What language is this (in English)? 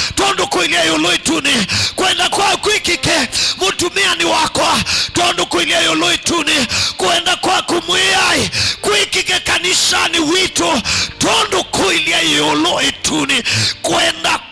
Kamba